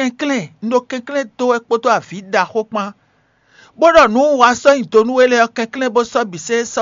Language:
Fon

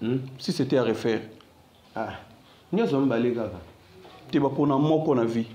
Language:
Lingala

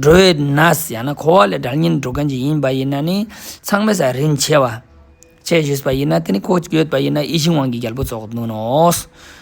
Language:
Ladakhi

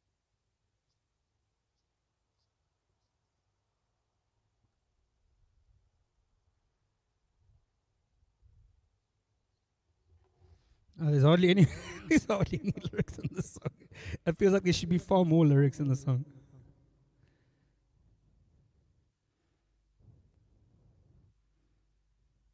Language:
English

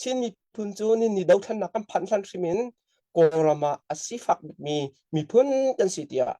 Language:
Falam Chin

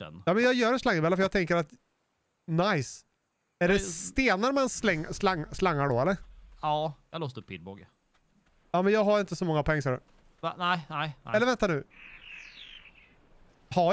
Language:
Swedish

